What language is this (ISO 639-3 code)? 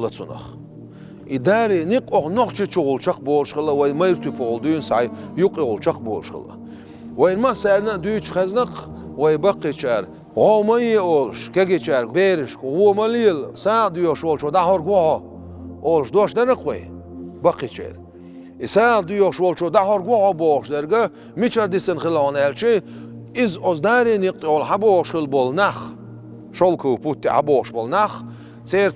che